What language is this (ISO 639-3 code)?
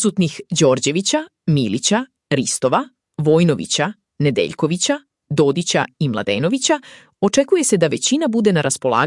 srp